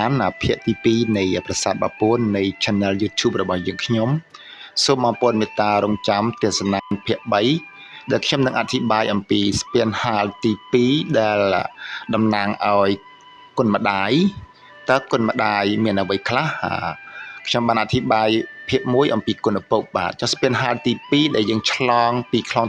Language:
Khmer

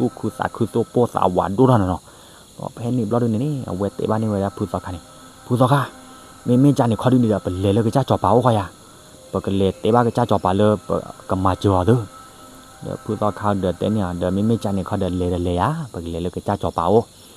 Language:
S'gaw Karen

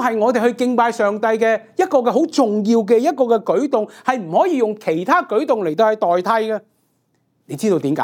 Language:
Cantonese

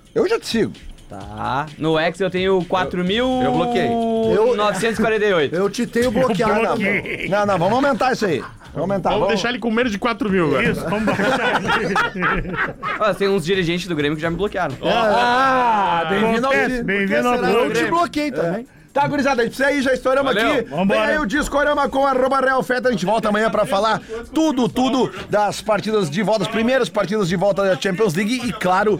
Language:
Portuguese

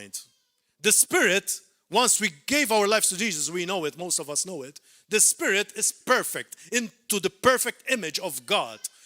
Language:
English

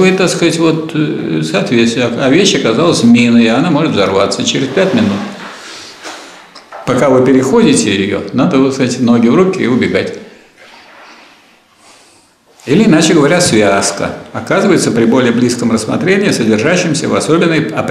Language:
Russian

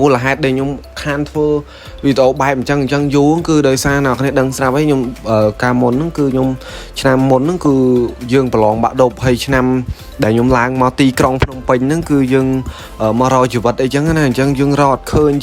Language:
Khmer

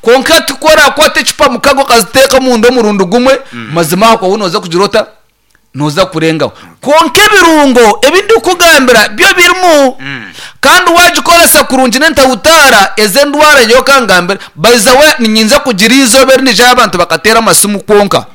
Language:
Nyankole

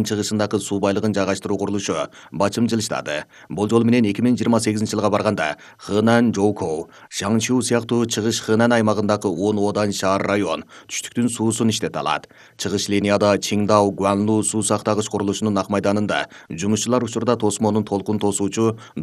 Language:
Kyrgyz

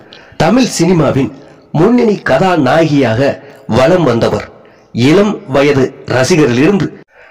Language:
Tamil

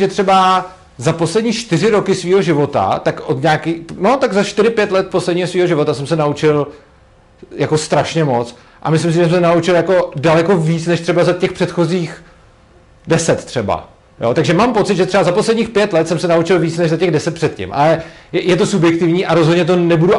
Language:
Czech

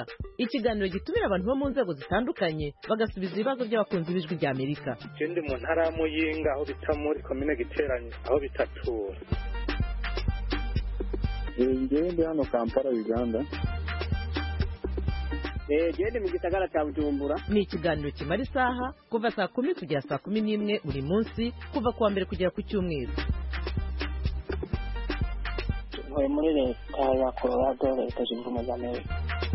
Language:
Kinyarwanda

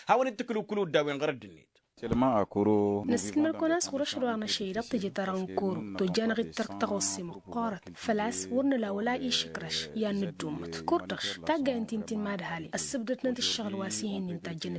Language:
Tamasheq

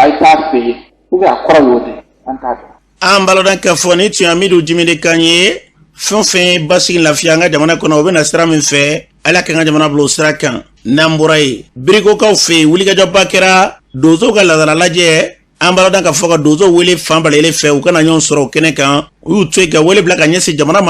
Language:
Bambara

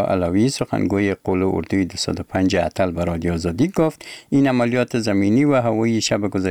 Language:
Persian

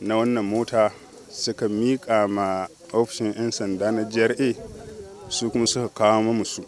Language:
Hausa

